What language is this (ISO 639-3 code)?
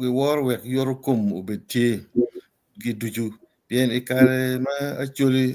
ach